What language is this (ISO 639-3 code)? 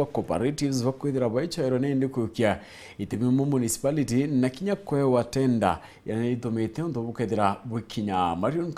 mer